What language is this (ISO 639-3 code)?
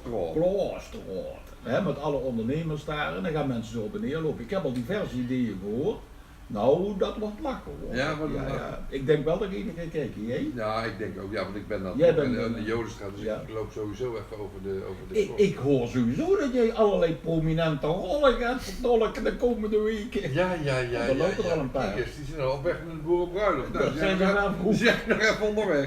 lim